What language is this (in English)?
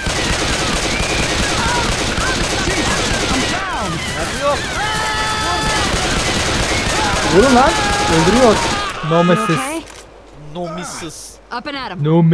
Turkish